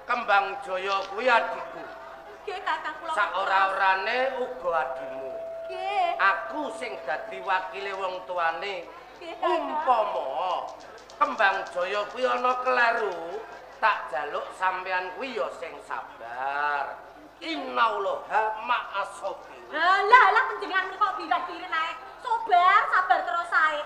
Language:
Javanese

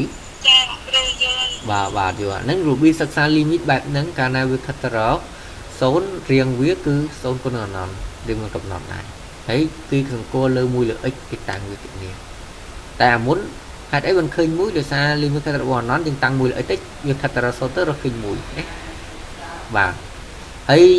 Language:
Khmer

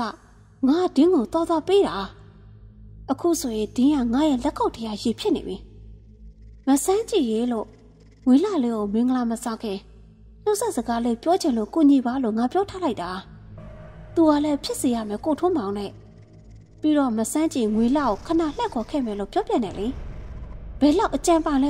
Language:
Burmese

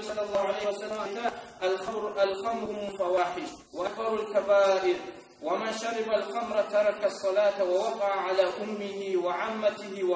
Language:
Kumyk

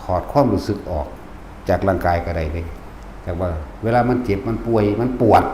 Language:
Northeastern Thai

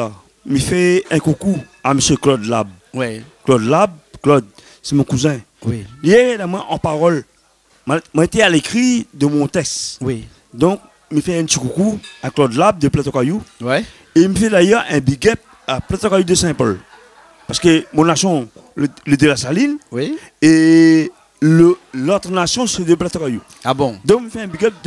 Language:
Réunion Creole French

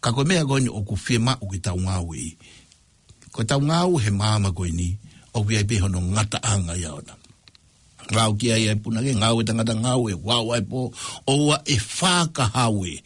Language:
Tongan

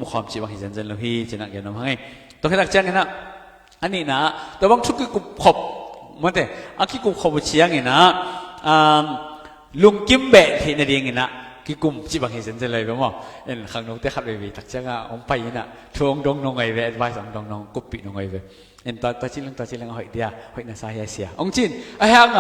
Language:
Tedim Chin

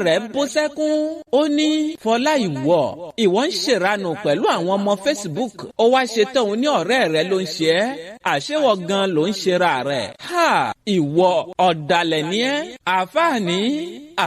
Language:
Yoruba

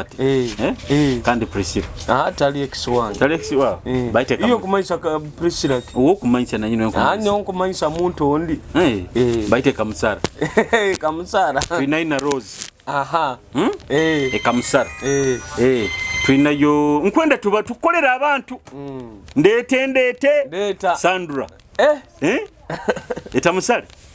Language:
Nyoro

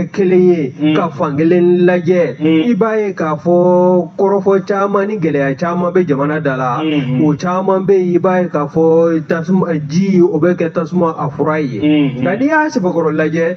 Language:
Bambara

